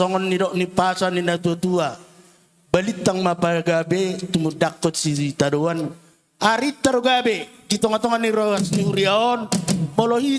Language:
Batak Toba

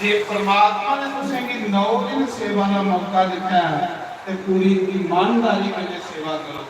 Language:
Dogri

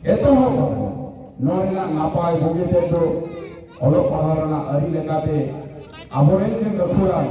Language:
Santali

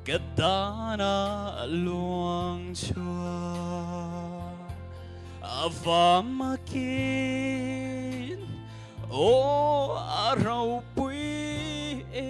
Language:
Hakha Chin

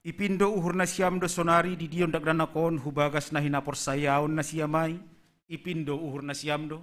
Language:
Batak Simalungun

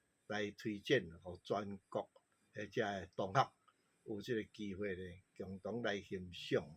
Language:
Min Nan Chinese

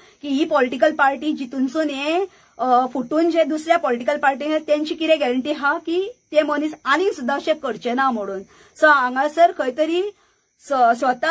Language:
Konkani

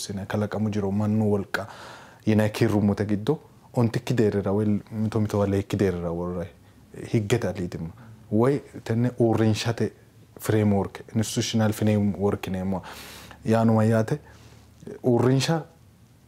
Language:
Sidamo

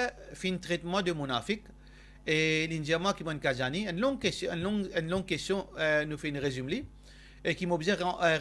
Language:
Morisyen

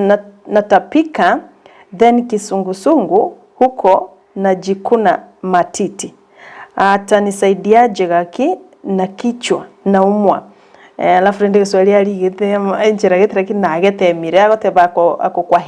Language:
Gusii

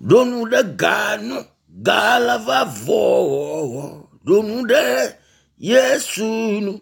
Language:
Ewe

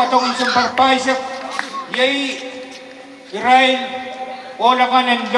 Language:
Pohnpeian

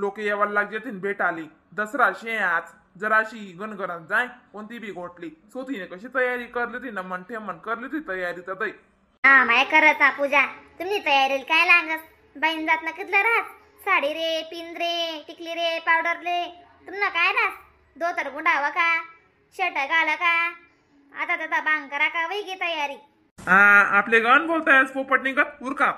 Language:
Khandesi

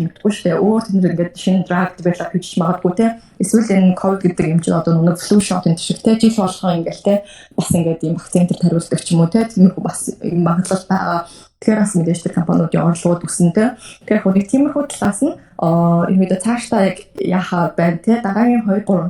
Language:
Mongolian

